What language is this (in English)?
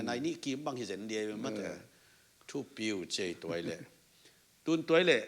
Tedim Chin